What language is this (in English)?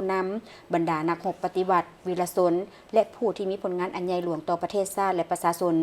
Lao